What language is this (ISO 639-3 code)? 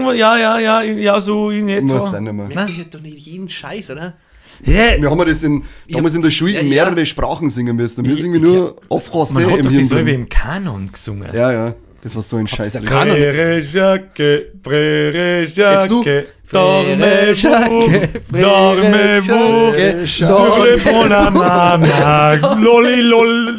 bar